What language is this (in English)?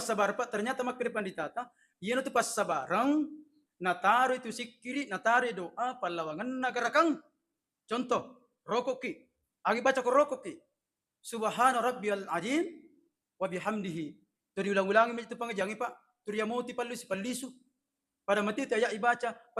Buginese